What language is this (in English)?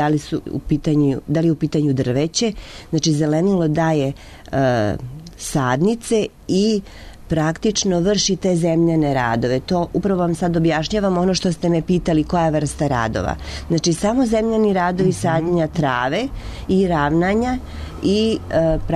Serbian